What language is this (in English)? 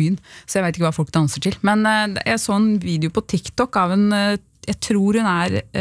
Norwegian